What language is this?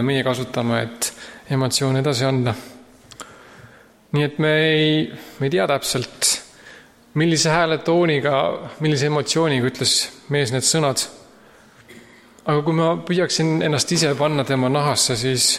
Estonian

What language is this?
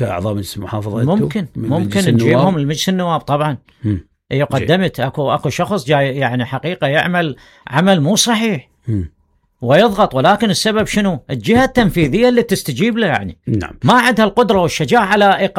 Mesopotamian Arabic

